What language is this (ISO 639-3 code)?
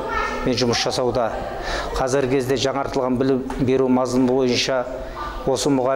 kaz